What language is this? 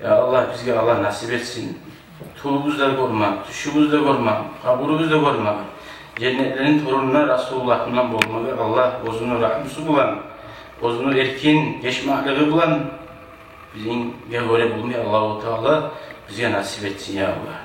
Kumyk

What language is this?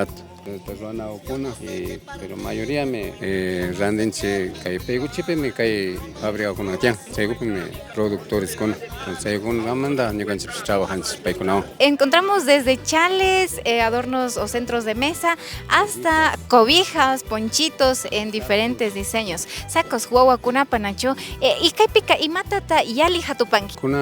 Imbabura Highland Quichua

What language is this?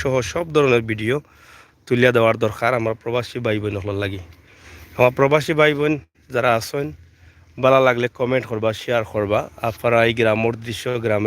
Sylheti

